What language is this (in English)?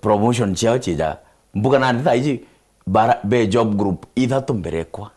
Meru